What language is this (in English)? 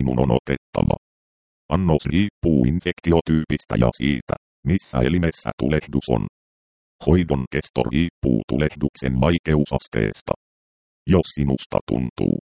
Finnish